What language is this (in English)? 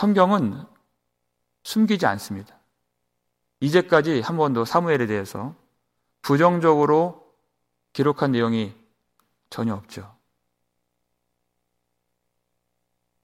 Korean